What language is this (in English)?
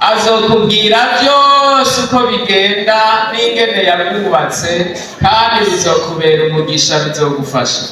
Rundi